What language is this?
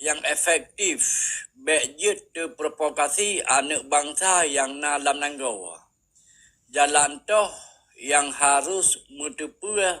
Achinese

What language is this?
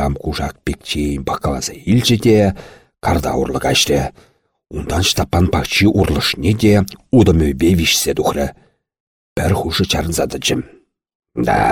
Chuvash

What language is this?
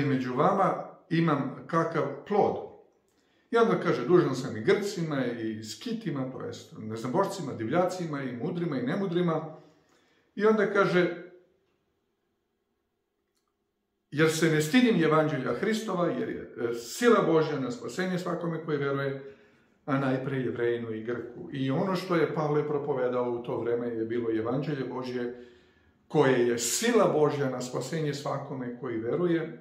Serbian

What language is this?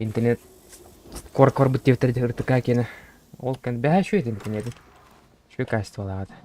Yakut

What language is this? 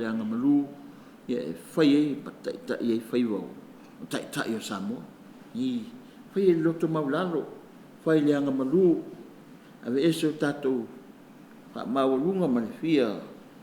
Samoan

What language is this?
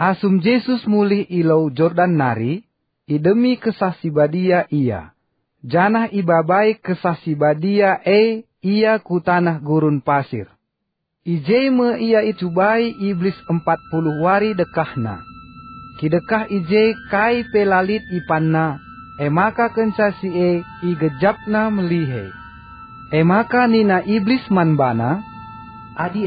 Batak Karo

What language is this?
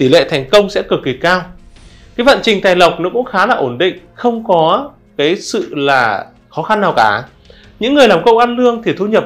Vietnamese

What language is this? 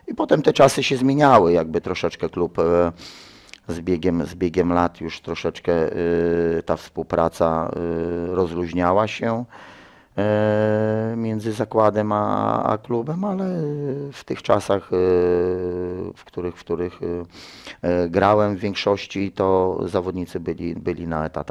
Polish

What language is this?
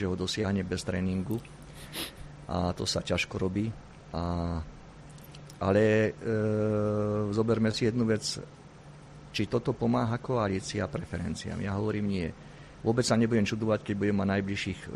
Slovak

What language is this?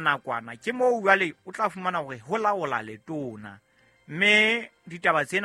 Southern Sotho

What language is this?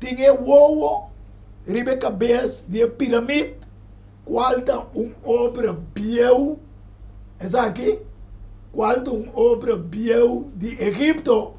Papiamento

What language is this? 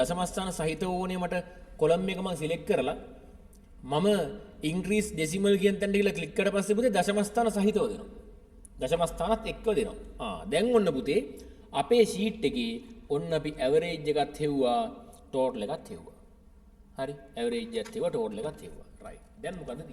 Sinhala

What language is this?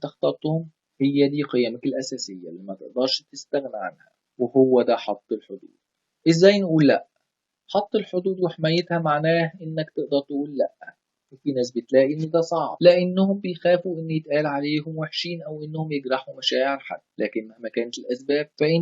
Egyptian Arabic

